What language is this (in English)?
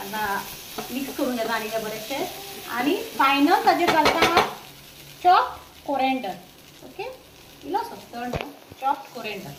Konkani